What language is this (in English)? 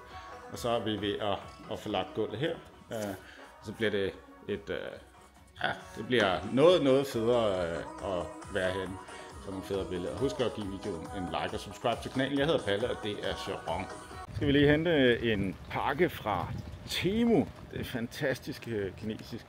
Danish